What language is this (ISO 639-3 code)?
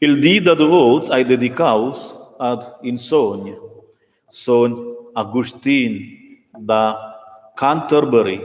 roh